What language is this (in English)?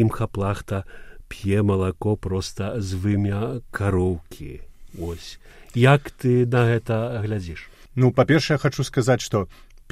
Belarusian